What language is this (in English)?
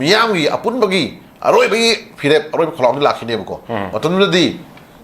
Manipuri